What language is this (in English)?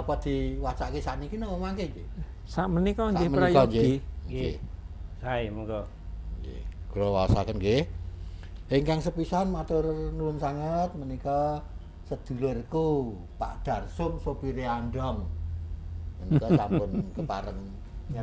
Javanese